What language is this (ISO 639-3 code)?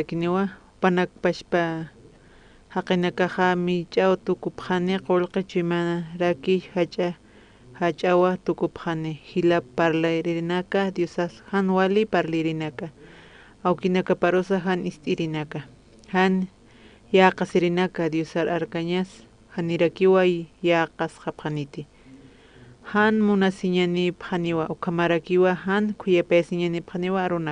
aym